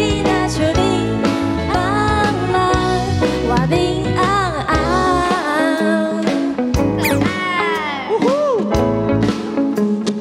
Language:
Chinese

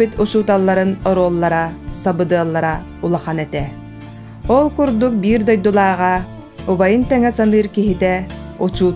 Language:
Yakut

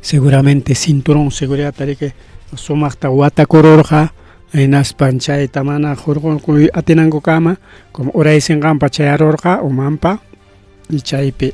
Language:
Ayacucho Quechua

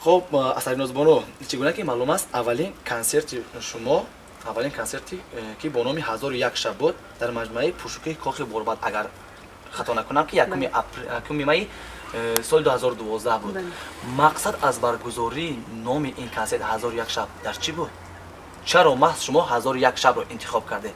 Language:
Tajik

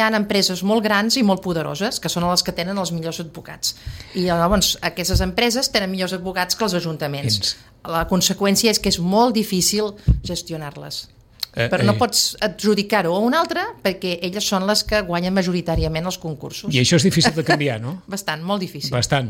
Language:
Catalan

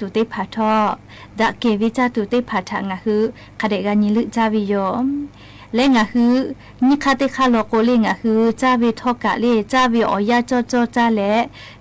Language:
Lahu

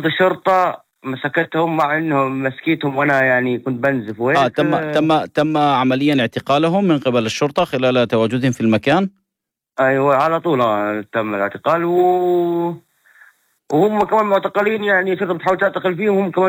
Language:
North Levantine Arabic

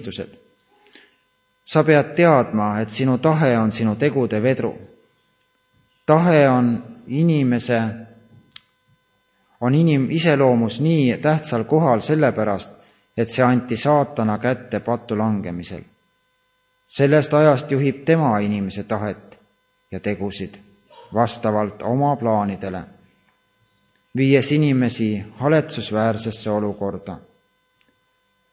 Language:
Estonian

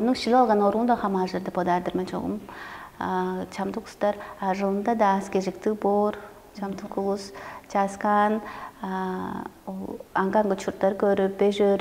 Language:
Tuvinian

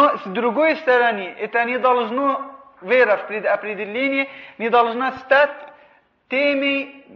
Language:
Russian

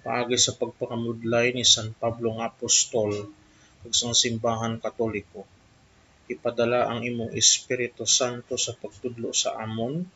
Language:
Hiligaynon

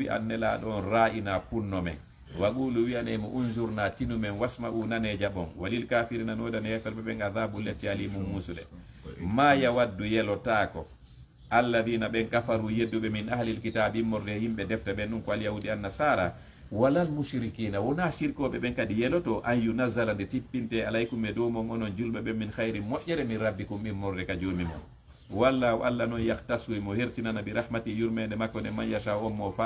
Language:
Fula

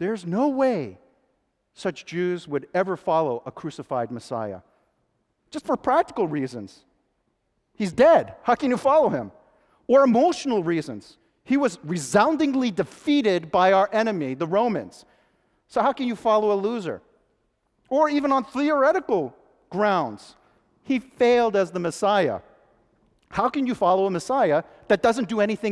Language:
English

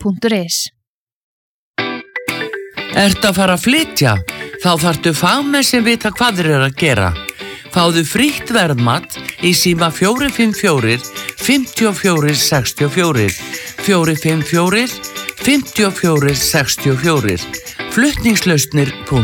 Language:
Icelandic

